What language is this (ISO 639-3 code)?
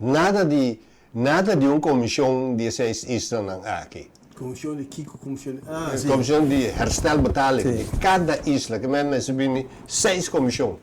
pap